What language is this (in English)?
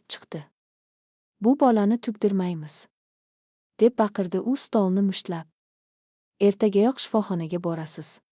Uzbek